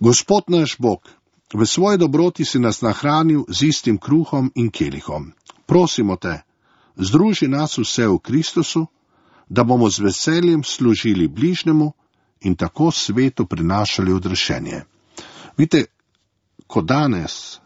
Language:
Slovenian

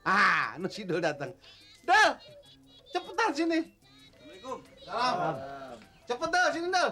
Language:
Betawi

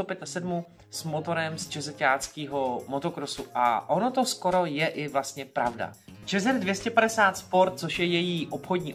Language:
Czech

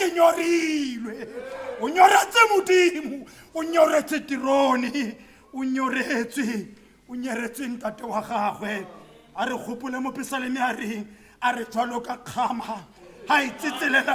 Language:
Tswana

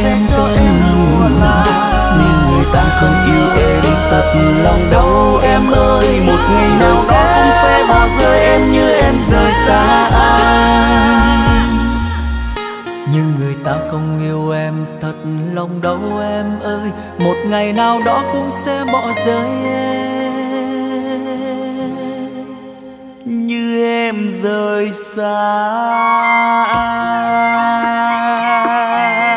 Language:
Vietnamese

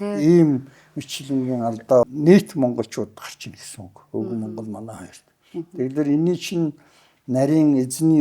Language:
Mongolian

